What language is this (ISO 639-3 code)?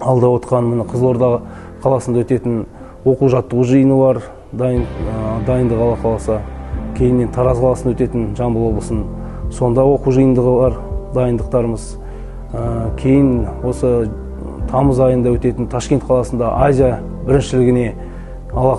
kaz